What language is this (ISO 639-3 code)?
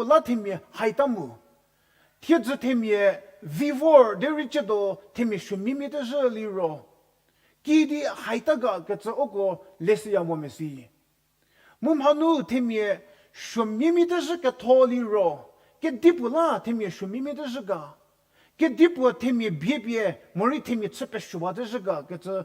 njm